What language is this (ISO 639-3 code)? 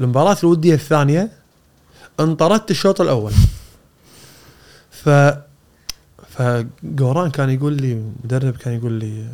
afb